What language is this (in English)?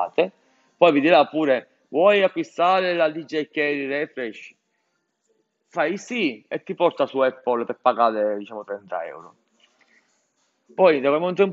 Italian